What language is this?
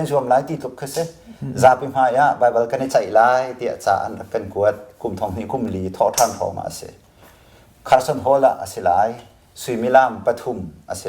Hakha Chin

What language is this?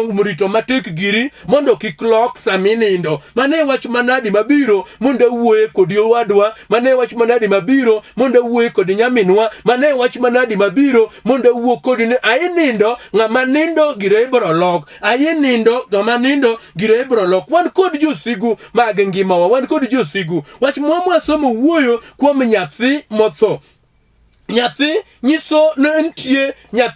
Luo (Kenya and Tanzania)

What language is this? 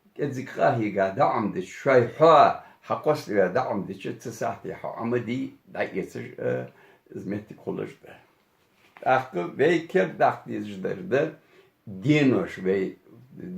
Ingush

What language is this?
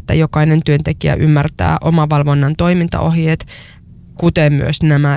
Finnish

